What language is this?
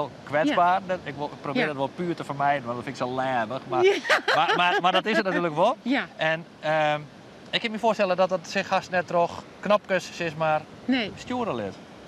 Western Frisian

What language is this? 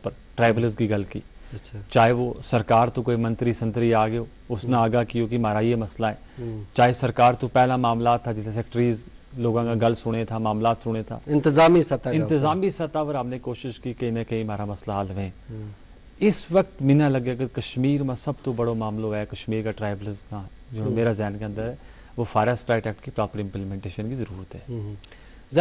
Gujari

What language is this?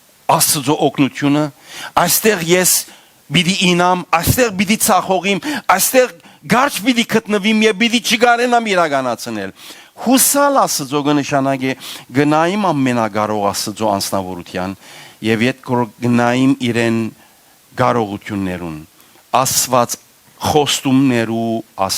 Western Armenian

